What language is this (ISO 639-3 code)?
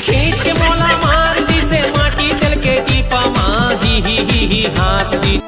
hne